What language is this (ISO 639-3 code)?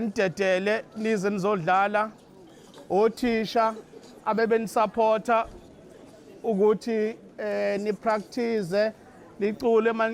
zul